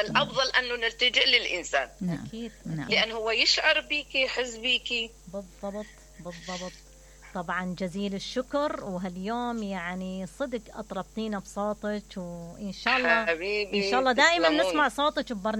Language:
Mesopotamian Arabic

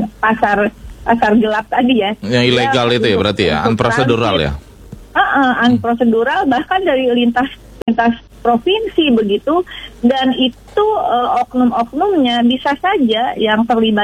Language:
Indonesian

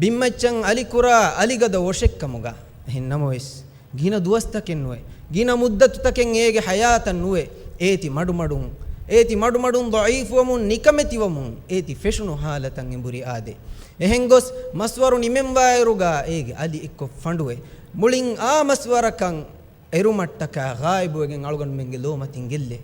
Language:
Divehi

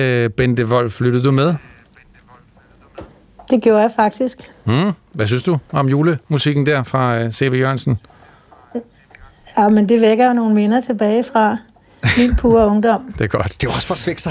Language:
Danish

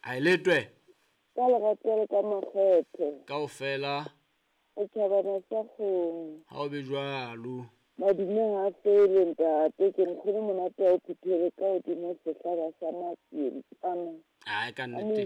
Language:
Southern Sotho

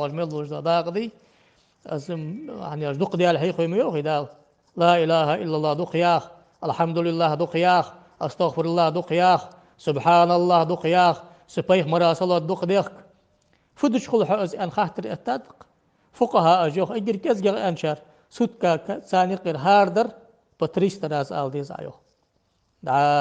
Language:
Ingush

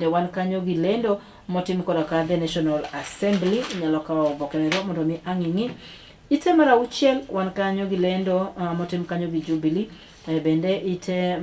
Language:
Luo (Kenya and Tanzania)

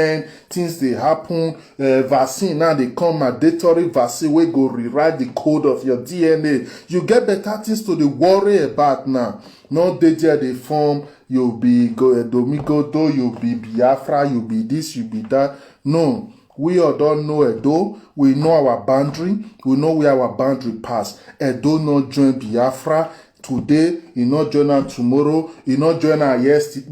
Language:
Nigerian Pidgin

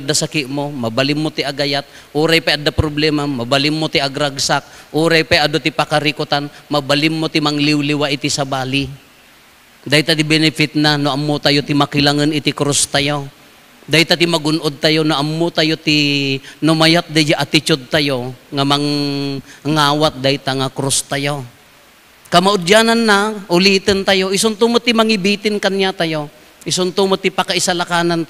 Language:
Iloko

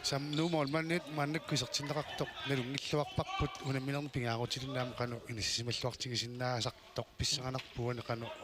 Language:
Kalaallisut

